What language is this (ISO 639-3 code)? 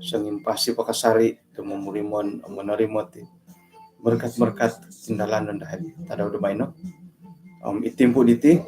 dtp